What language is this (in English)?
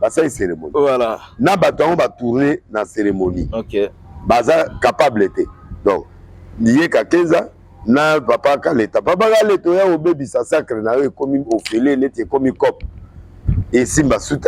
Lingala